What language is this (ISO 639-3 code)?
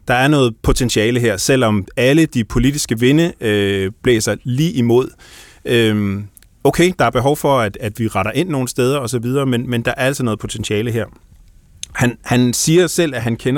dan